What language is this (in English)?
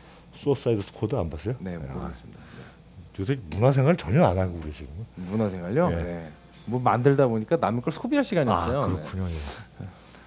Korean